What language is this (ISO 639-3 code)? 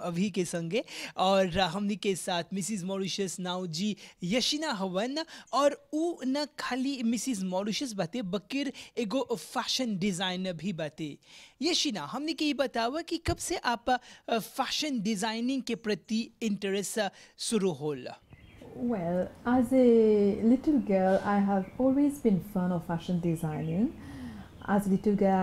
bho